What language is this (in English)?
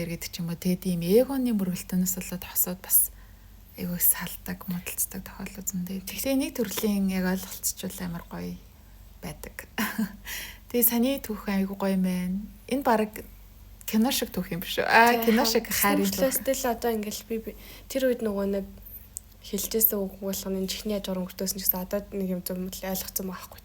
Mongolian